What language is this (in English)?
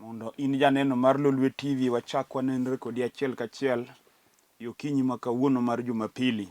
Luo (Kenya and Tanzania)